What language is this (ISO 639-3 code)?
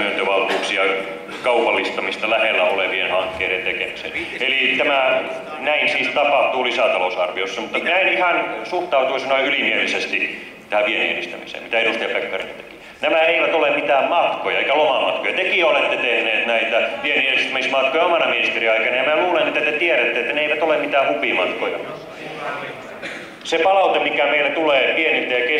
fin